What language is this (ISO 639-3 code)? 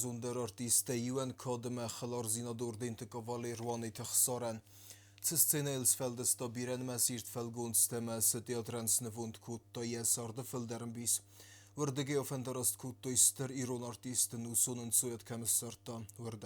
oss